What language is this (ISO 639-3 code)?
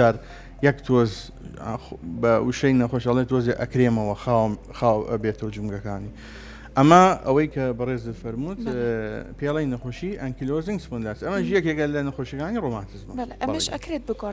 ckb